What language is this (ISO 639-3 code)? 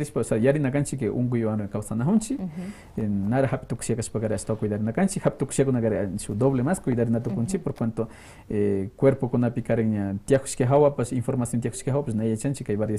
que